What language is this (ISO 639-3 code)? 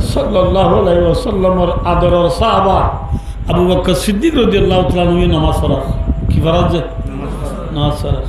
rhg